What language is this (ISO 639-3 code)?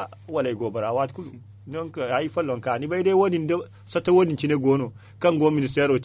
dje